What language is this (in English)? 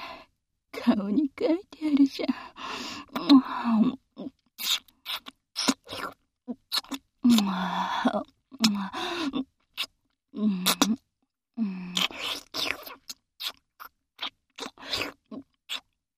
Japanese